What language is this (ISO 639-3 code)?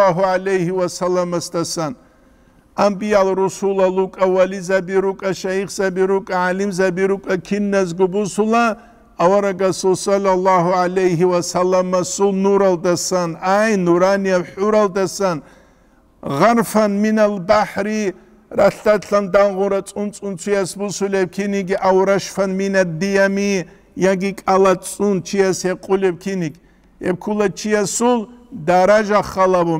ava